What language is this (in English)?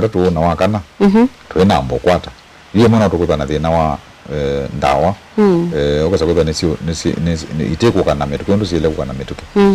Kamba